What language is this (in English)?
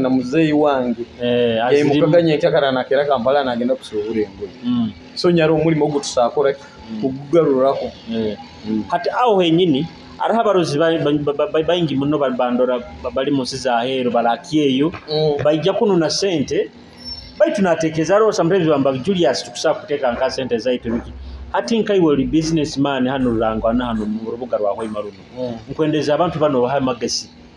Nyoro